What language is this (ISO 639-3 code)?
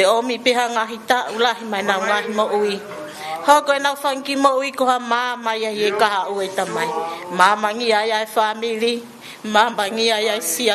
ton